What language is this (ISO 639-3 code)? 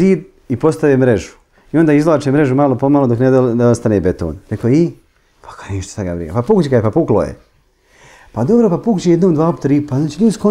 bos